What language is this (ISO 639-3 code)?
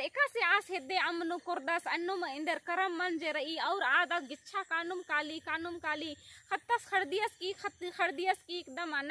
kru